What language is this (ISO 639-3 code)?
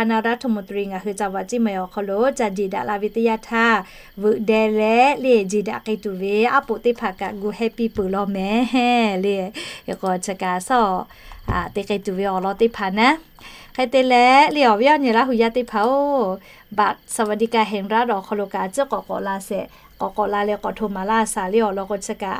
lhu